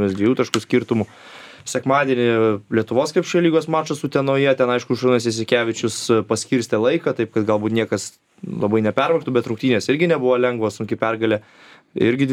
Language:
Lithuanian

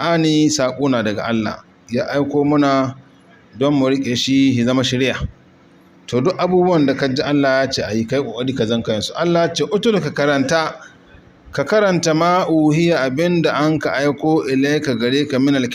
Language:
Hausa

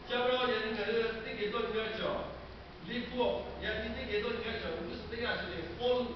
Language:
Lahu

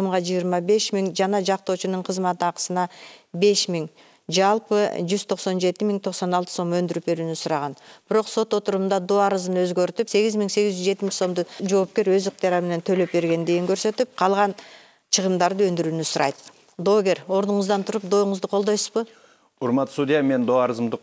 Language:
Kyrgyz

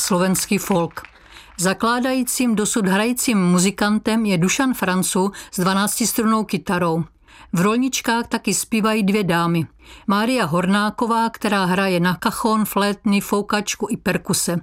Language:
Czech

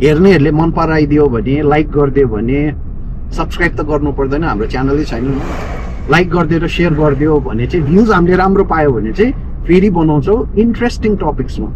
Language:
Nepali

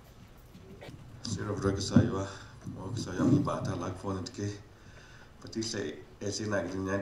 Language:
S'gaw Karen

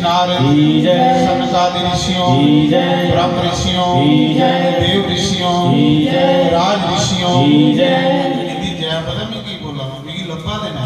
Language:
Dogri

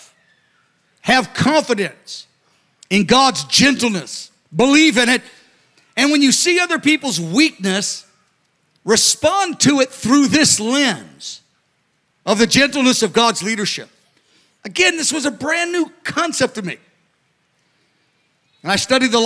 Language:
English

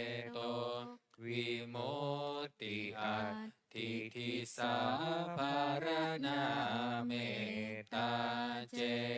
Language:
Pali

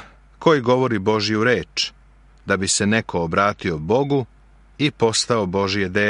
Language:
Serbian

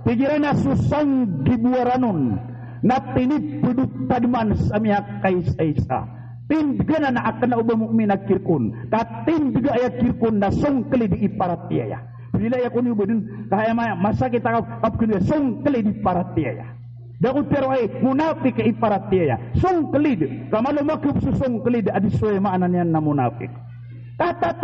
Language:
Maranao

